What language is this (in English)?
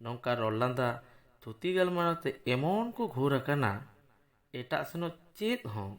Santali